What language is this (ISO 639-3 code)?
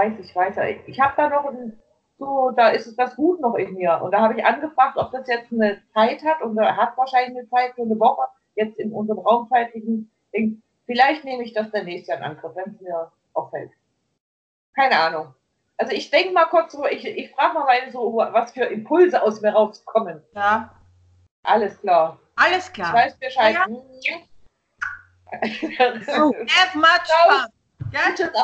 deu